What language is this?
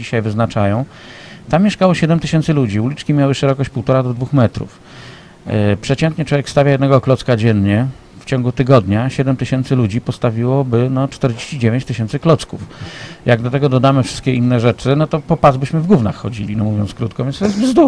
Polish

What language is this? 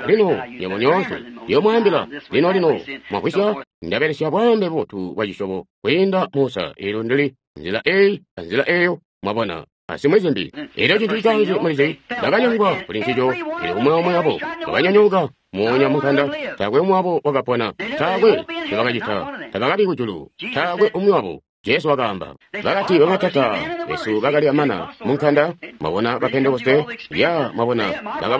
Tonga (Zambia)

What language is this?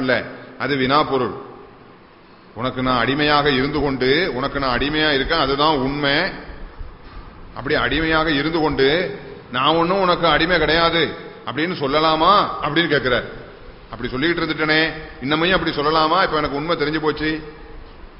Tamil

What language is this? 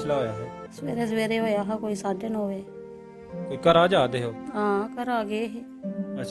Dogri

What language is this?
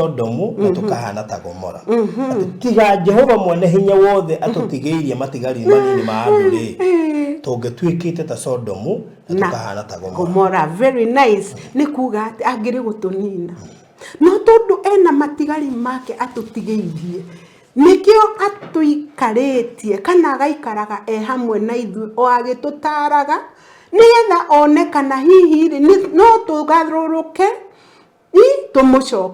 Kikuyu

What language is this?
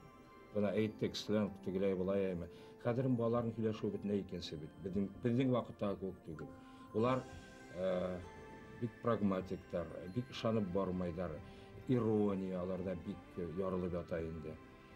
Bashkir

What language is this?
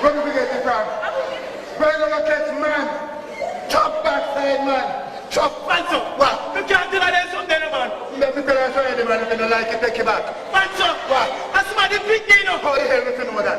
Jamaican Creole English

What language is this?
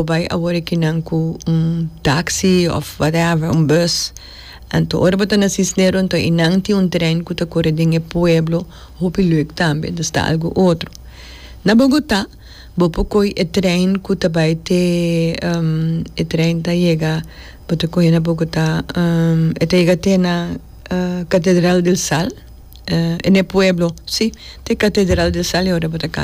Papiamento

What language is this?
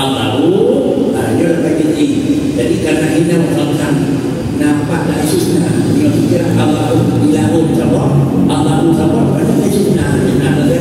Achinese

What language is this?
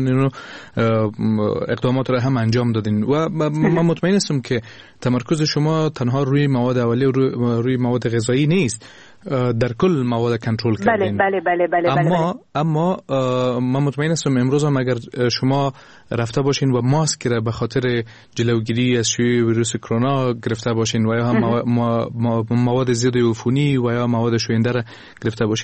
Persian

